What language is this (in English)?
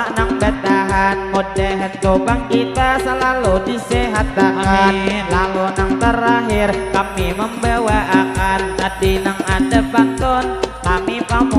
Banjar